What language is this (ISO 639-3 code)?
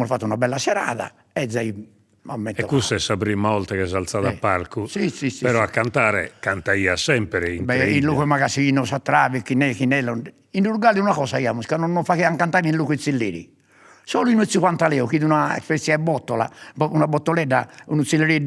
srd